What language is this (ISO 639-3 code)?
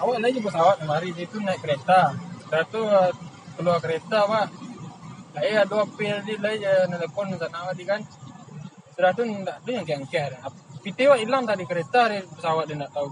min